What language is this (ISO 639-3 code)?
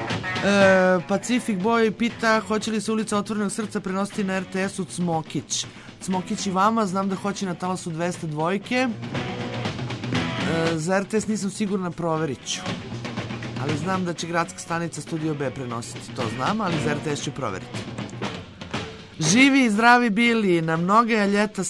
srp